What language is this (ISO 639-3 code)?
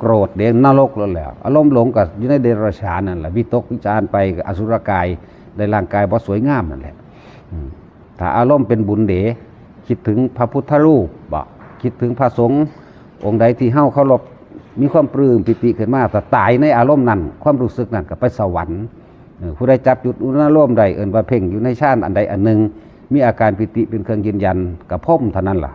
tts